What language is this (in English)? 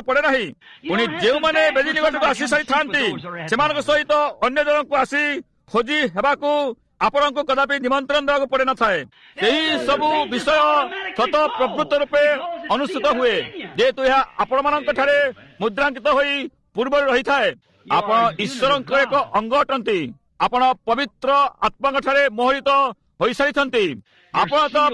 Odia